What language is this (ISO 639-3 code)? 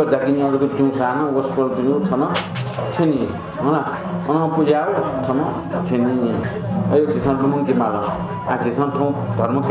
new